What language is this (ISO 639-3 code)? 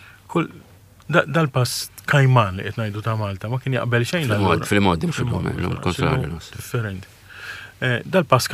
mlt